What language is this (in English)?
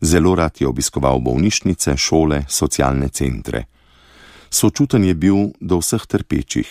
Slovenian